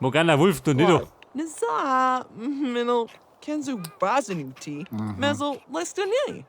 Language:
Bavarian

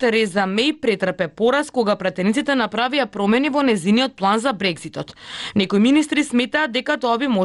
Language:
Macedonian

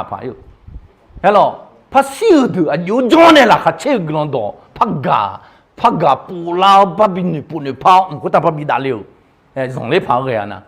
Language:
Akha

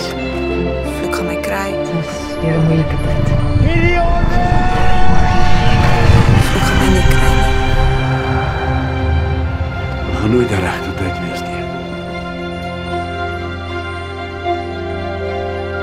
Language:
Afrikaans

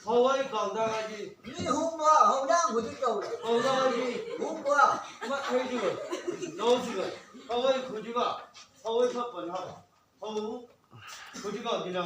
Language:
Chang Naga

